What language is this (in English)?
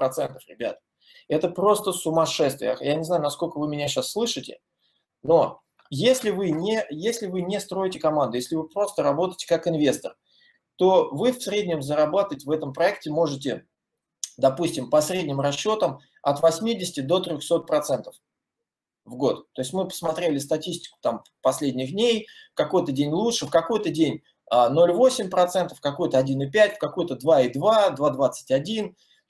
Russian